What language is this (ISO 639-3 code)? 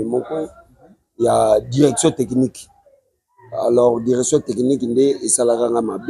lin